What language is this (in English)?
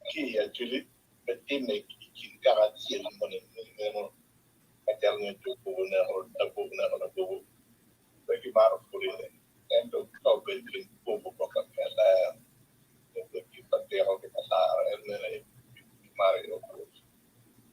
Acoli